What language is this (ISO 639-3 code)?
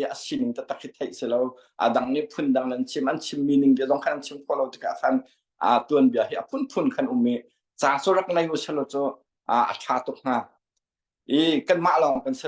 cnh